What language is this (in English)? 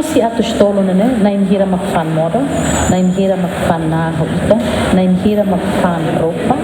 Tetum